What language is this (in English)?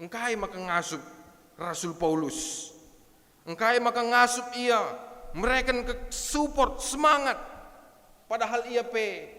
Batak Karo